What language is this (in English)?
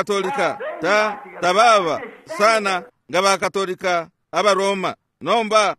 Bemba